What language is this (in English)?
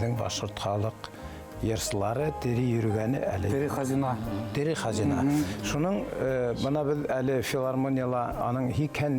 Bashkir